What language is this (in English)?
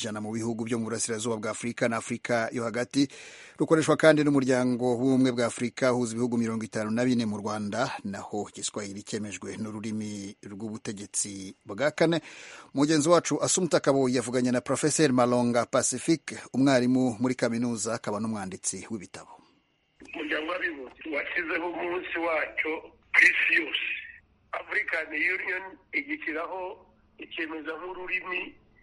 Kinyarwanda